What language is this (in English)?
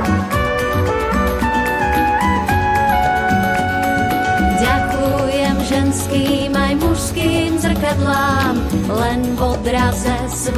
Slovak